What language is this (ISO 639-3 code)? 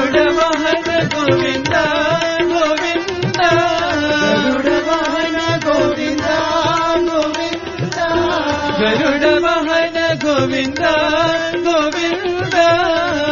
tel